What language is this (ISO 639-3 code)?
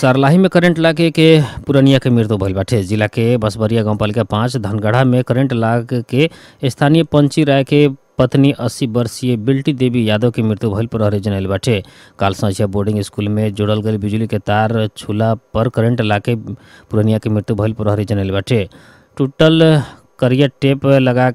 bho